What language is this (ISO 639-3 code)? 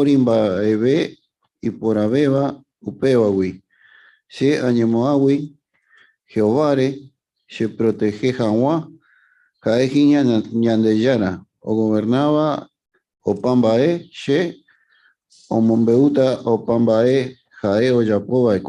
grn